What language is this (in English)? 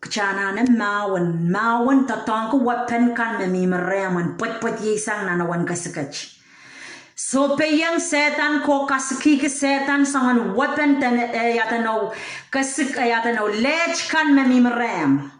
Pohnpeian